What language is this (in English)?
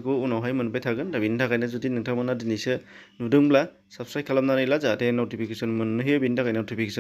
Bodo